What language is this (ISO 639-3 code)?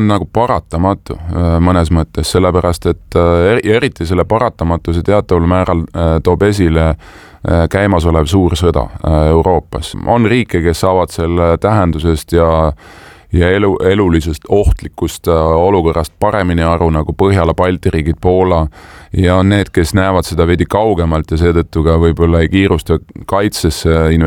est